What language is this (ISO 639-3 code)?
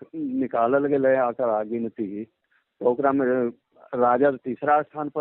mag